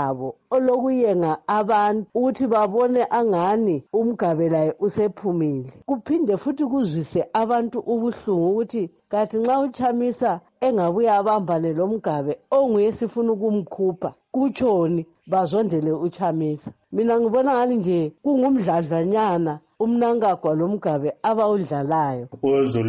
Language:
North Ndebele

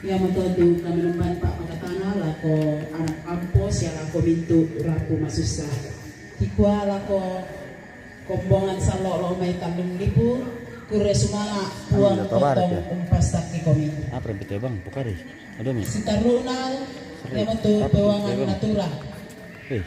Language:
Toraja-Sa'dan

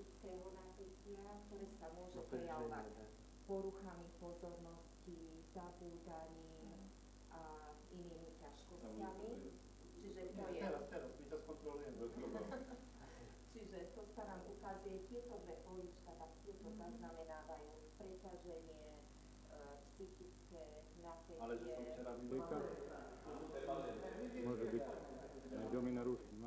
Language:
Slovak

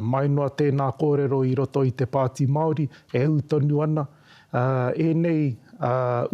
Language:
Māori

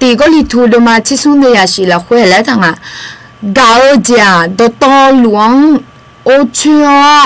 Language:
Akha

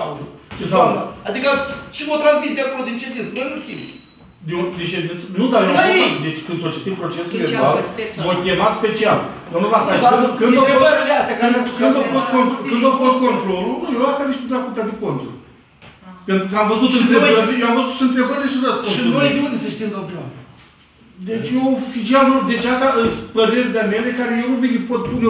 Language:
Romanian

